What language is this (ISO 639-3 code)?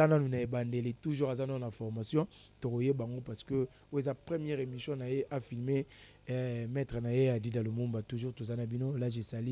lin